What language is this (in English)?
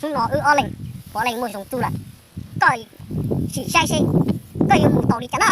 Hmong